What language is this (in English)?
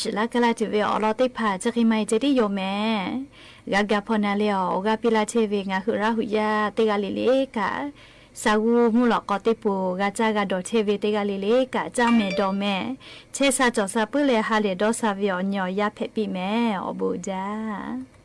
Lahu